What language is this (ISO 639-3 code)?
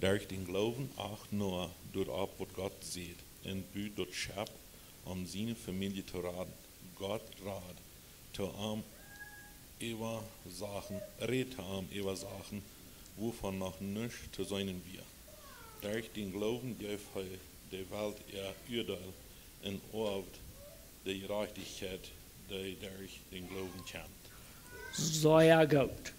pdt